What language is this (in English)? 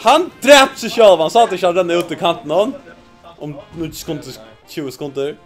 Faroese